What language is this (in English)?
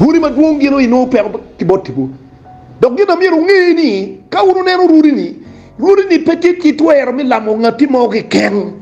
Acoli